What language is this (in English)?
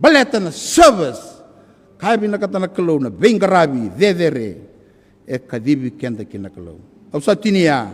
Fijian